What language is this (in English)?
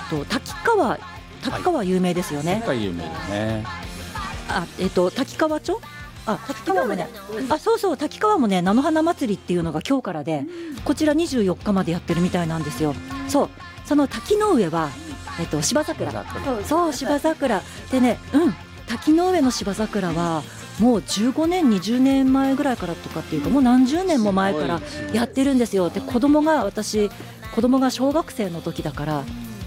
Japanese